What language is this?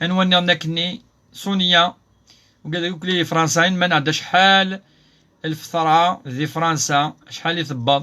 Kabyle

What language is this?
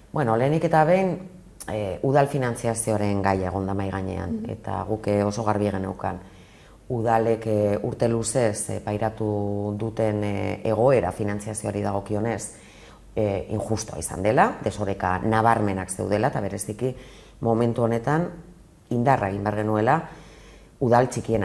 Basque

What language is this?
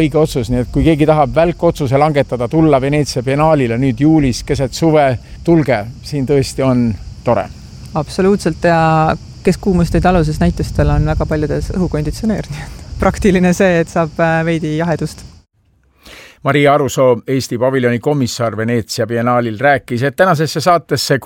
Estonian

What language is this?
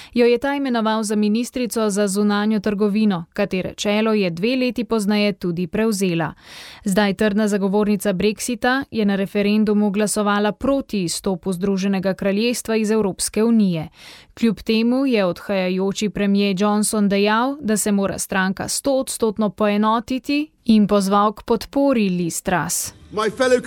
Slovenian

